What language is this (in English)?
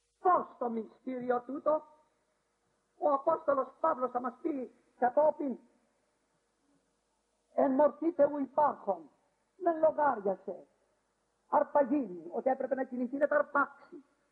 Greek